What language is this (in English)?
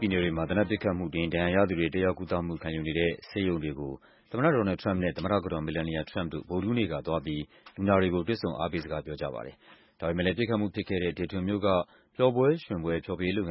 Burmese